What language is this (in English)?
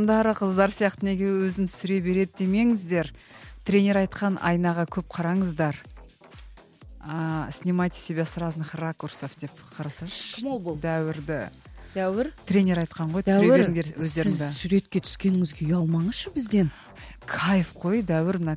Kazakh